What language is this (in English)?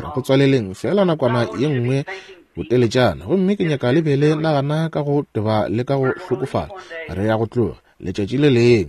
Northern Sotho